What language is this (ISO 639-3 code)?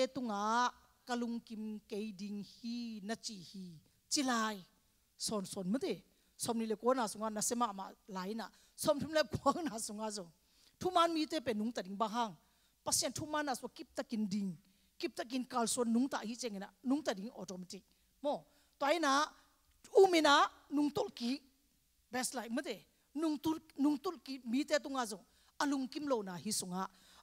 ctd